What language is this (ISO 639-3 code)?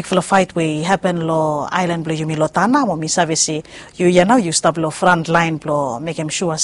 bis